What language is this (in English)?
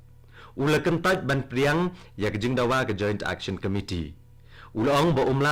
Khasi